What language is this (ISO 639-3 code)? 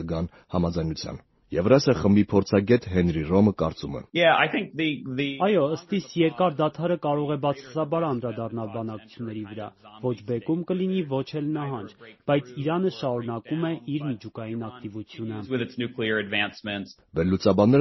hye